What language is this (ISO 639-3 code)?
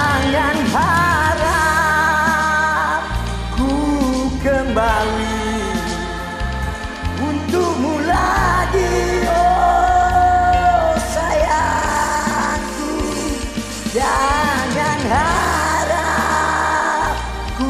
ind